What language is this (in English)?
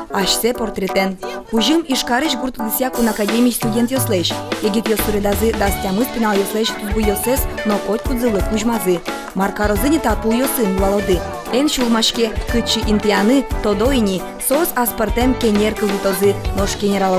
Udmurt